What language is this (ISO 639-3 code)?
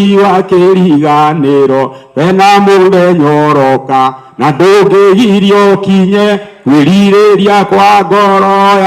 kik